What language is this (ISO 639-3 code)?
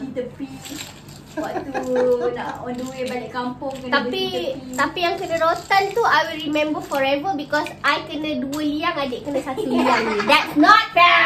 msa